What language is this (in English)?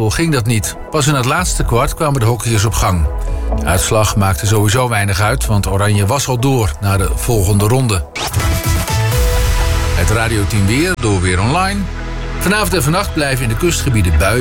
Dutch